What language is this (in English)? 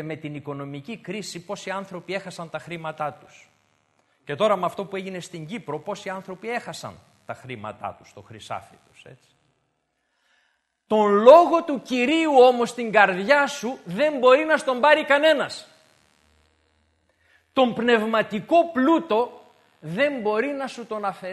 Greek